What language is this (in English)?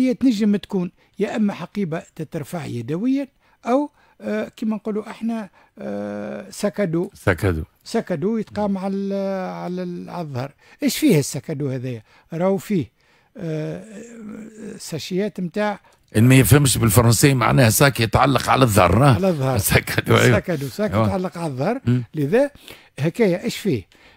Tunisian Arabic